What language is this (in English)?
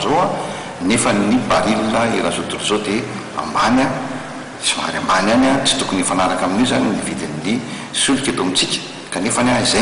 Malagasy